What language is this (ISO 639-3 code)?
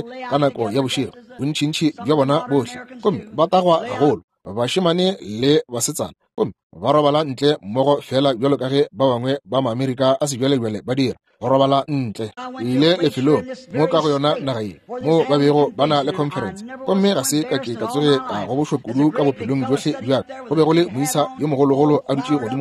nso